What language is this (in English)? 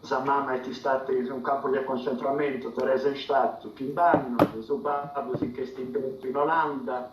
Sardinian